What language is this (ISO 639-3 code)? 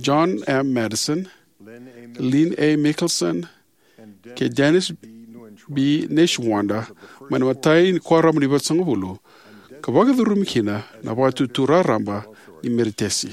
fij